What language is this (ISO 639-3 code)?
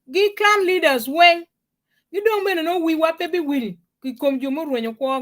ach